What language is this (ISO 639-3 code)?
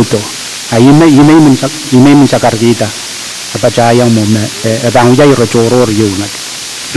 pon